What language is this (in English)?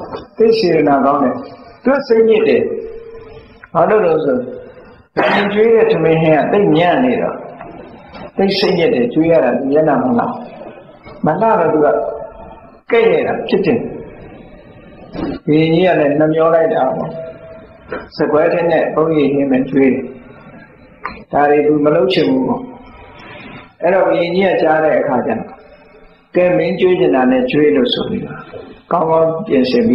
Burmese